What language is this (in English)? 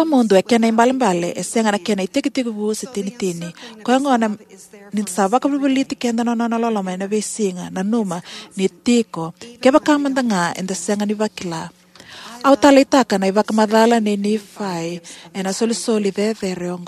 Fijian